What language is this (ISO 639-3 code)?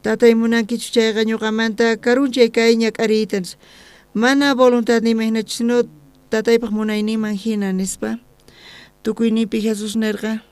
quh